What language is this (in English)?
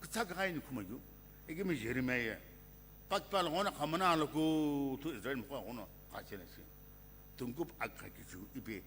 Sumi Naga